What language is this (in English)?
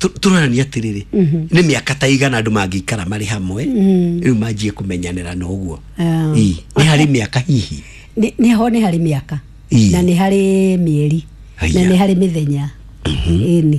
Kikuyu